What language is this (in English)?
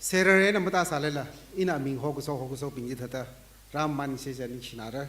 Tangkhul Naga (India)